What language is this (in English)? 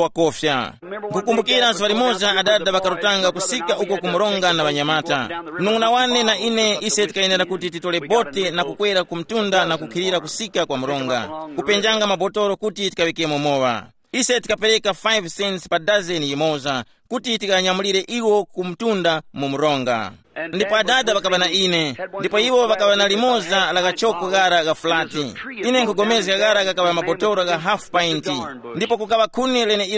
Tumbuka